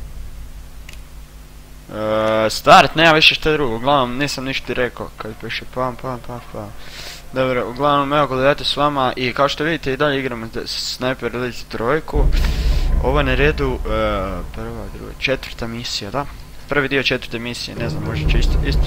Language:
Croatian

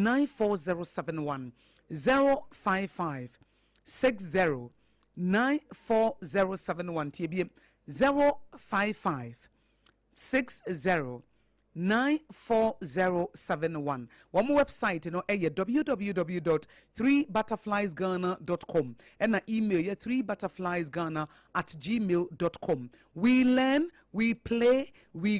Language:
Akan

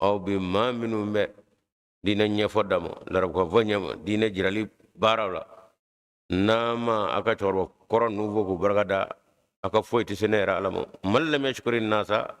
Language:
Bambara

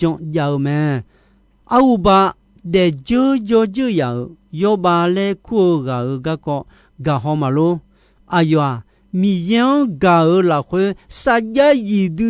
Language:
Akha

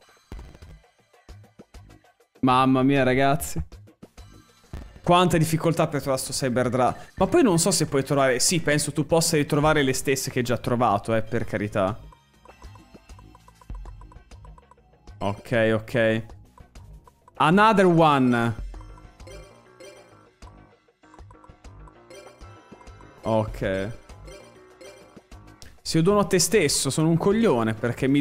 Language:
Italian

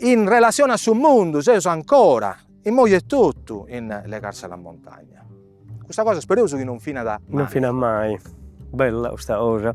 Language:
Sardinian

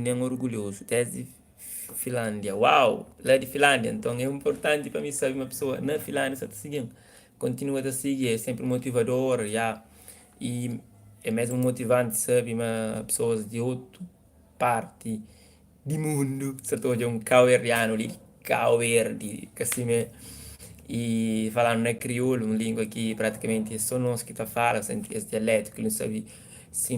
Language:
Kabuverdianu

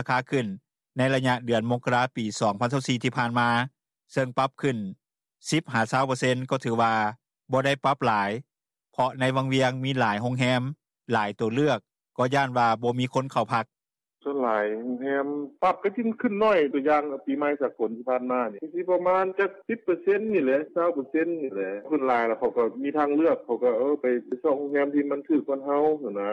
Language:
Lao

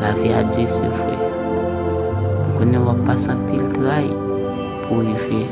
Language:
Haitian Creole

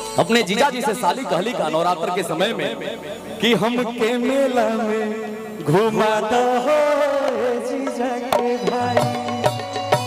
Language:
Bhojpuri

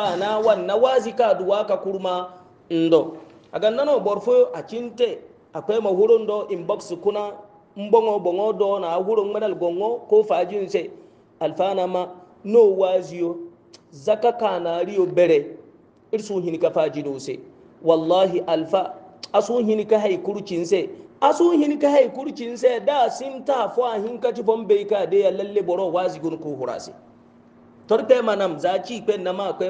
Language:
Hausa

